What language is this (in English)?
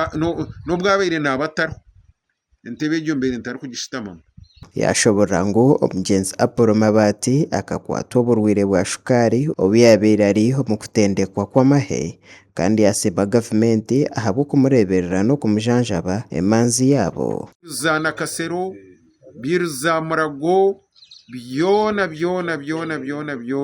Nyankole